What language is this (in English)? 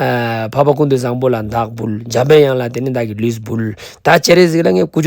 Ladakhi